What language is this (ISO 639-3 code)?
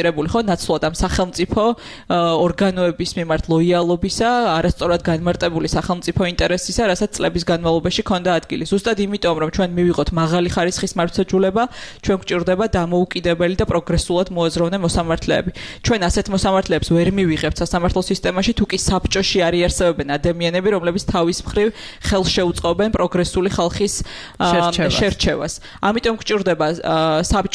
kat